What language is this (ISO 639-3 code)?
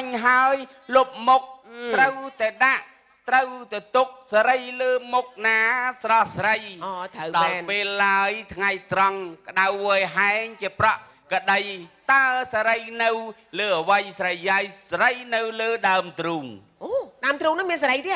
khm